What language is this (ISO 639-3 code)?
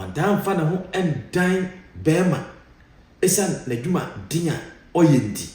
aka